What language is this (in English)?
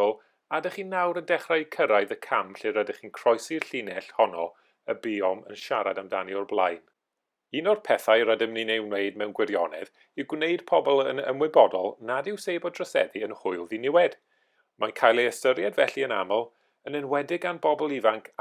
Welsh